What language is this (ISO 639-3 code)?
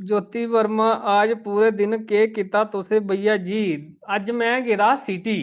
doi